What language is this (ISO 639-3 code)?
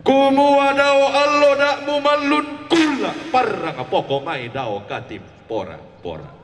sda